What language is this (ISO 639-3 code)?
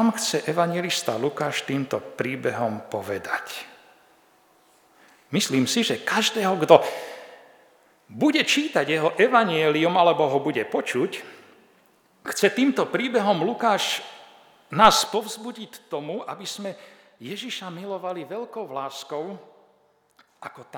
slk